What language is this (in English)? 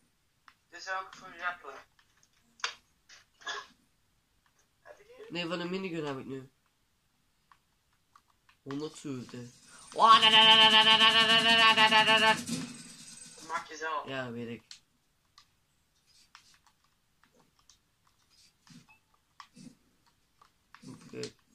Dutch